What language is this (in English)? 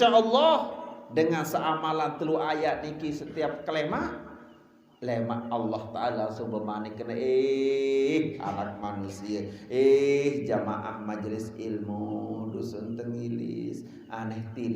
Sasak